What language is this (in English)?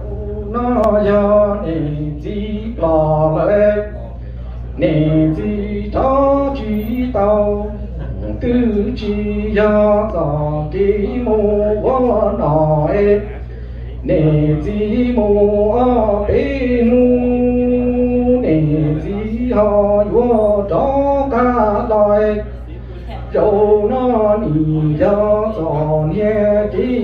Hmong